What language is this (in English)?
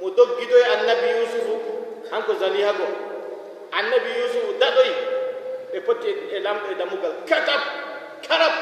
Fula